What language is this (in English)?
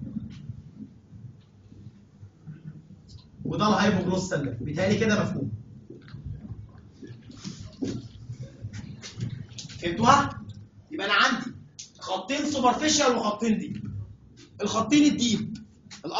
Egyptian Arabic